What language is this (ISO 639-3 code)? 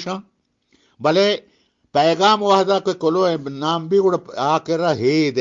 bgp